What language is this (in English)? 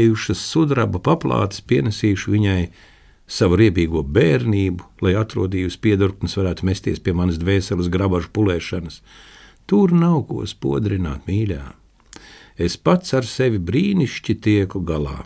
Latvian